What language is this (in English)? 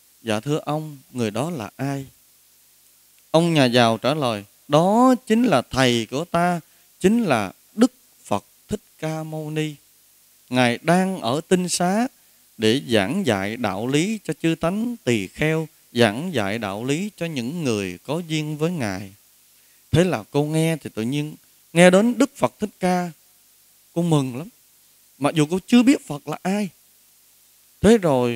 Vietnamese